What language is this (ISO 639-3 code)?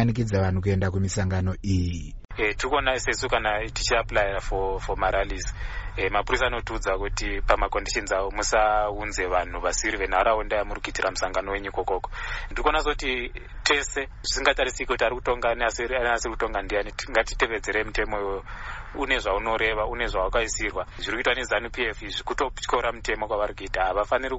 sna